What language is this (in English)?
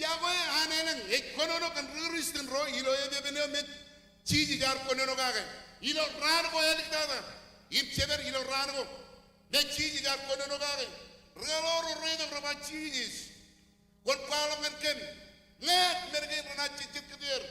Marshallese